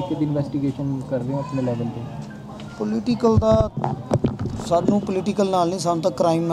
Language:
Punjabi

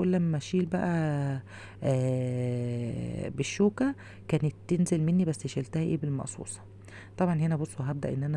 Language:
Egyptian Arabic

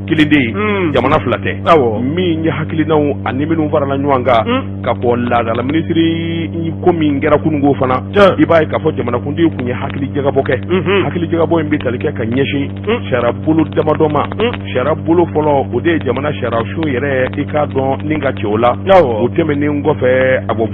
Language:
Bambara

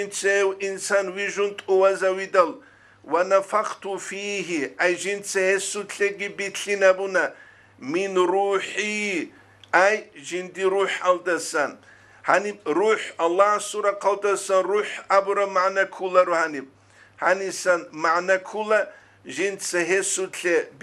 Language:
Avaric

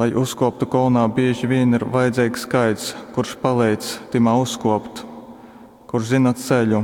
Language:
Latgalian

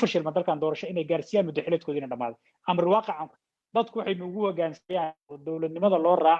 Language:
Somali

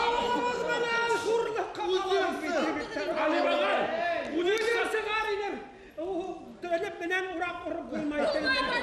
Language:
Bashkir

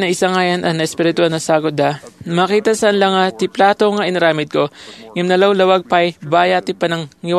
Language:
Iloko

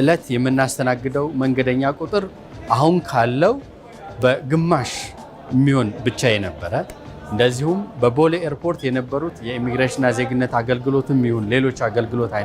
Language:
Amharic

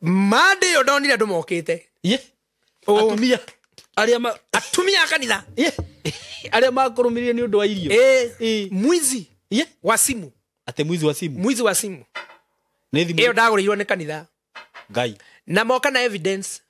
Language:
Kikuyu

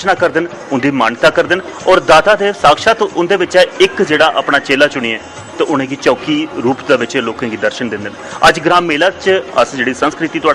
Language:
Dogri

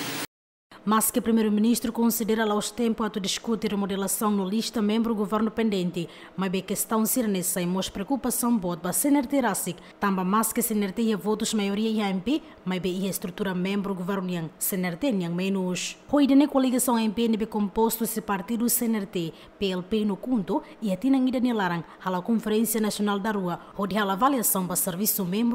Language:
Tetum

